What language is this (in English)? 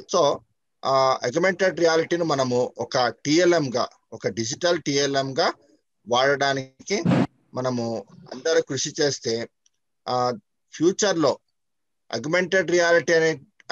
Telugu